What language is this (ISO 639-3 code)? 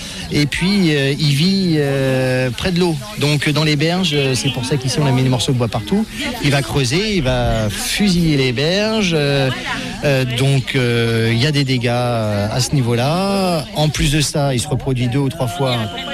fra